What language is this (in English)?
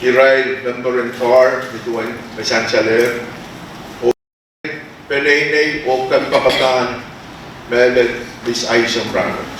Pohnpeian